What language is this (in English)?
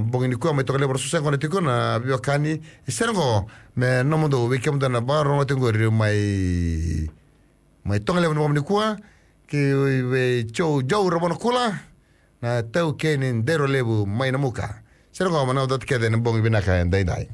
Fijian